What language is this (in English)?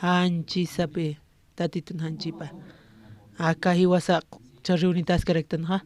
Aymara